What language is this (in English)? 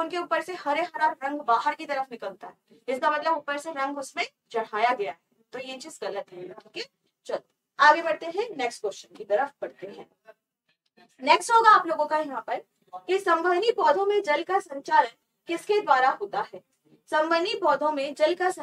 Hindi